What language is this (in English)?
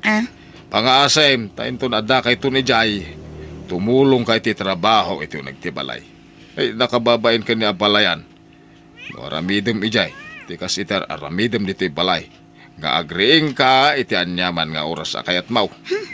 Iloko